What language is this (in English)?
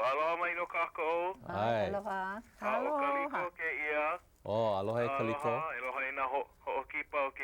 Hawaiian